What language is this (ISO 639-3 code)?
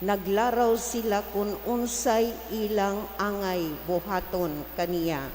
ceb